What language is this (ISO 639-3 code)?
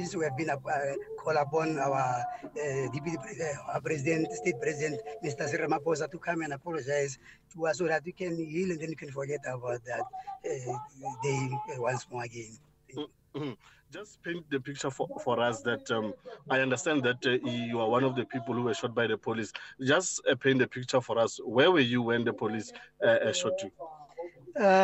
eng